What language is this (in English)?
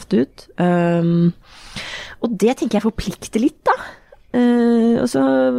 Norwegian